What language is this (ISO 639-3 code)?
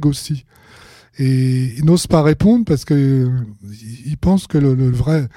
fra